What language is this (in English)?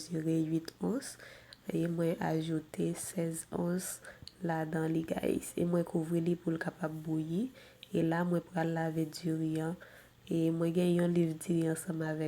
Haitian Creole